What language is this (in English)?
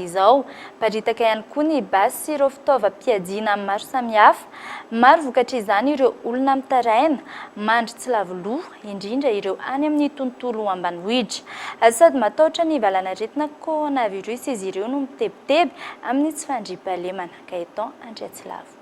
Malagasy